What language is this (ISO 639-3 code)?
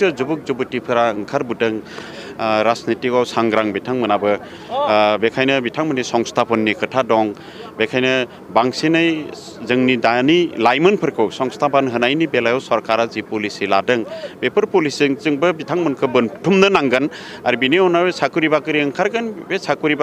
brx